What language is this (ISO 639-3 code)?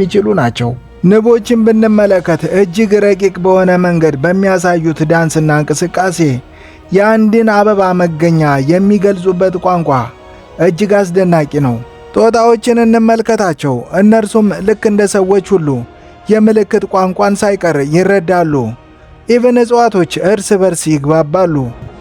amh